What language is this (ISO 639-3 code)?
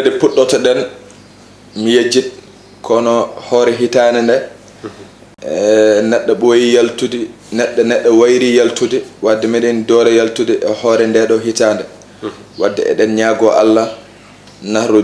ful